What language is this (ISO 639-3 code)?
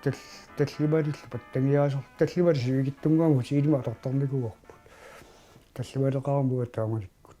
kal